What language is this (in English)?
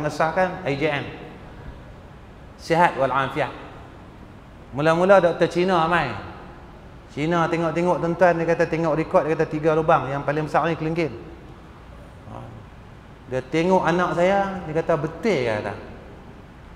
Malay